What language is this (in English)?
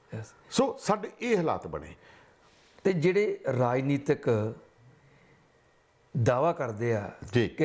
Punjabi